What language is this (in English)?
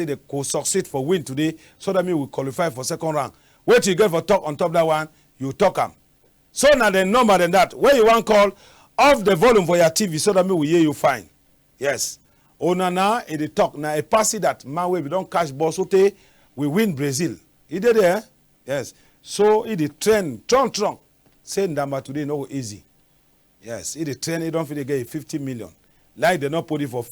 Cameroon Pidgin